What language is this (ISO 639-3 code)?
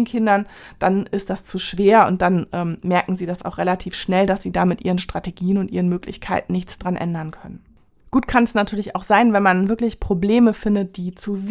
deu